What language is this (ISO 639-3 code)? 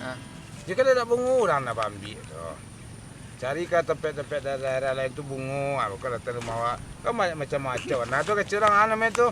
min